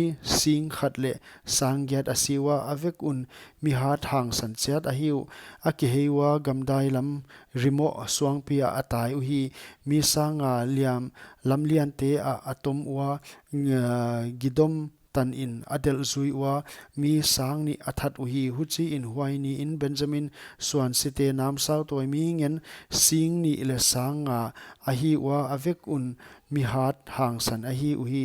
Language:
Paite Chin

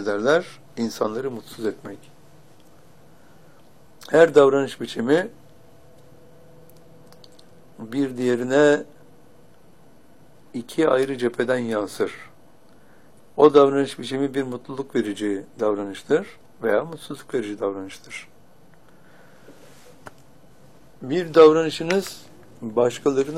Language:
Turkish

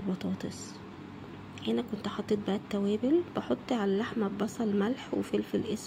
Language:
Egyptian Arabic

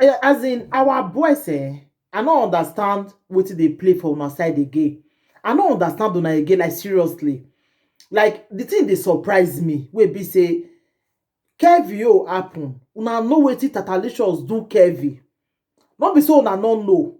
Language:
Nigerian Pidgin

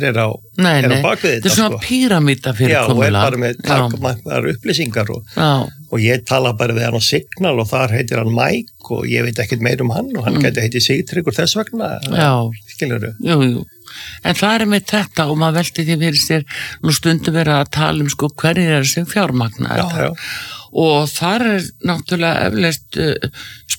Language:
Icelandic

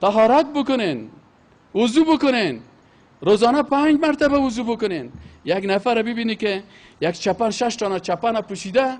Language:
Persian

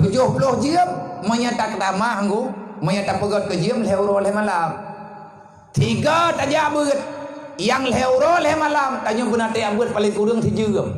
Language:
Achinese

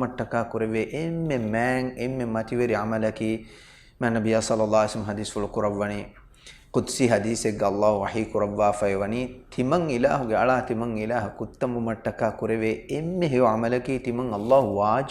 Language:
Divehi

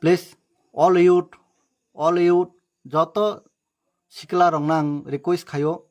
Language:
Kok Borok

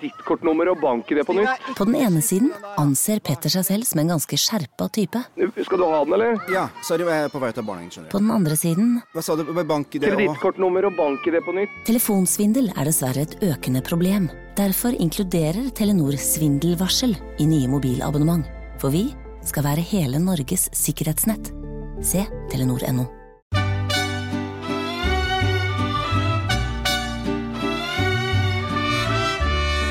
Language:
Norwegian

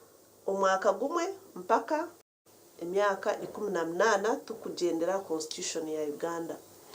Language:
Nyankole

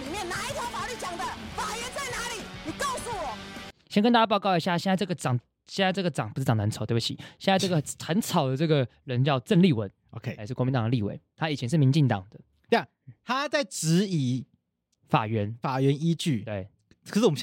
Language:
Chinese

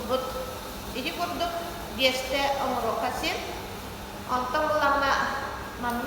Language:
Yakut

